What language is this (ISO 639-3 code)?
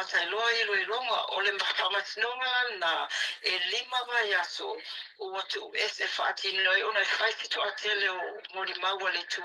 smo